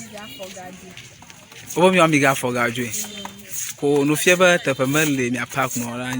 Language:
Ewe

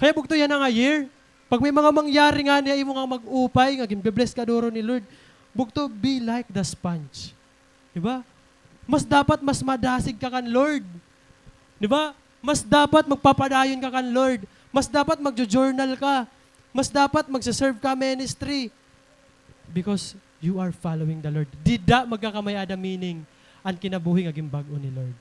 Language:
Waray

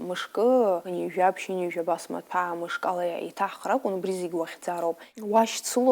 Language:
Abkhazian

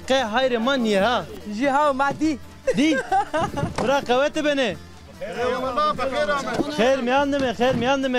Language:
Zaza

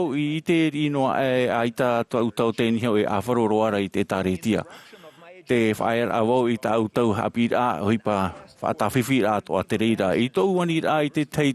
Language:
Tahitian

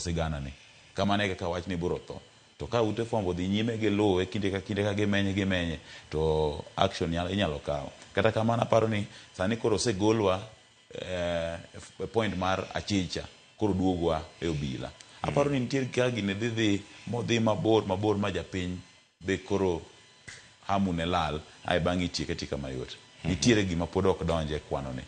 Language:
Luo (Kenya and Tanzania)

